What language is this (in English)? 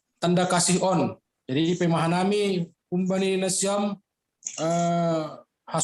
Batak Simalungun